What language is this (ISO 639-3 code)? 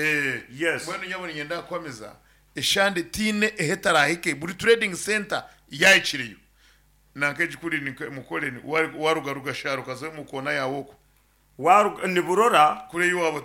nyn